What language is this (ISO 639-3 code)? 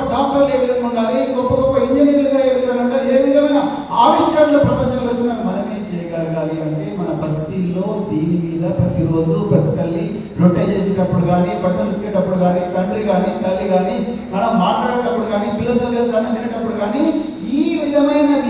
tel